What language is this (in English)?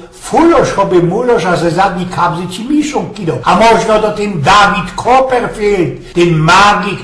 Silesian